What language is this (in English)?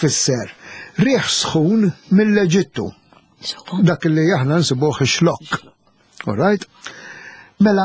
Maltese